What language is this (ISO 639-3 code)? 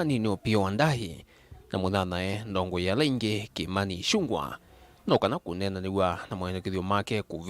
kam